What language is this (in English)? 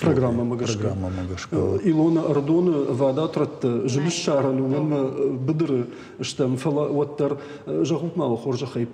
Ossetic